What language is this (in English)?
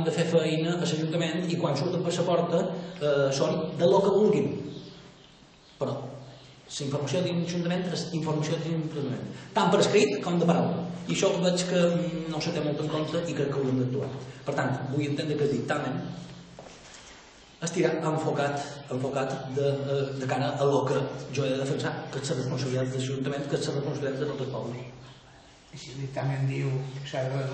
Catalan